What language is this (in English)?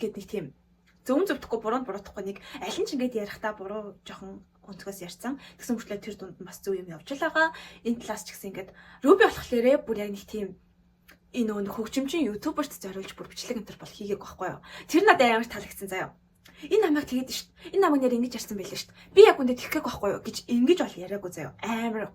Mongolian